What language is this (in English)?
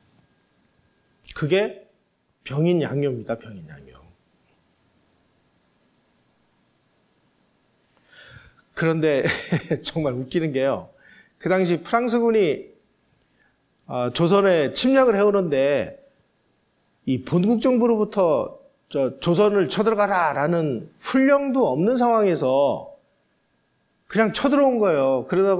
Korean